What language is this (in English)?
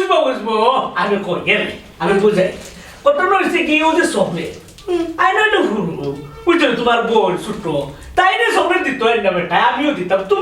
Sylheti